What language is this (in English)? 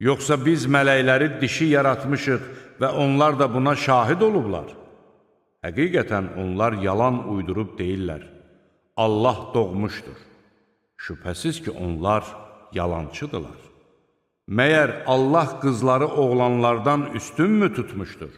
Azerbaijani